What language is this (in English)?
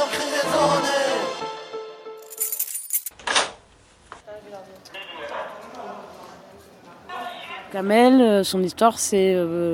French